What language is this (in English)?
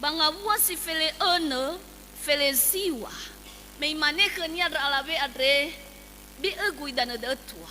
Nias